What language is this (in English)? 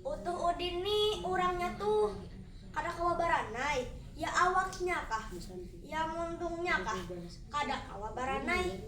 Banjar